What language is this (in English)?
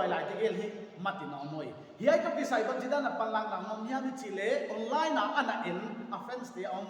Paite Chin